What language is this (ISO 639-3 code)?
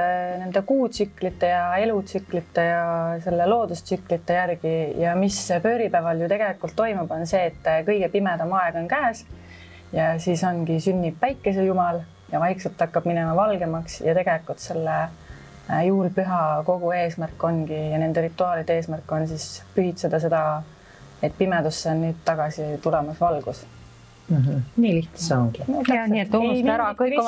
est